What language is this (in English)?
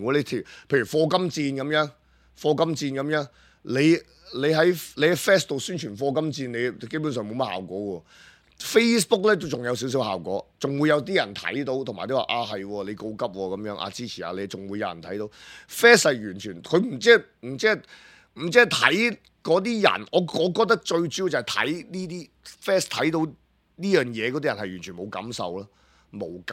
Cantonese